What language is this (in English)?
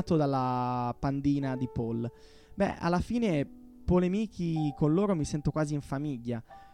Italian